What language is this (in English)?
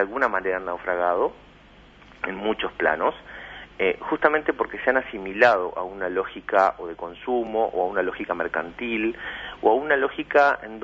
Spanish